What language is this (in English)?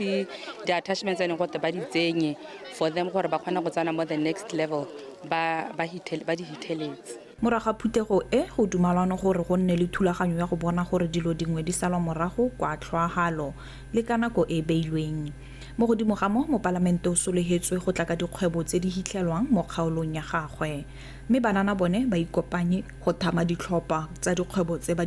Tswana